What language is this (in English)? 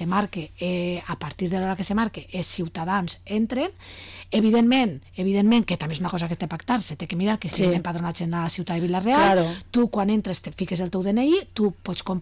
Catalan